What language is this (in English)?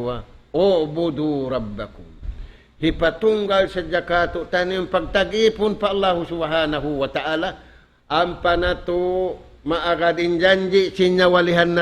Tausug